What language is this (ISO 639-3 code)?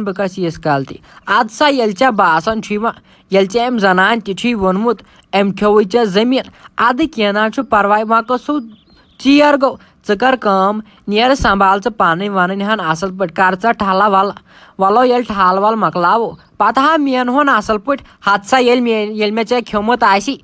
kas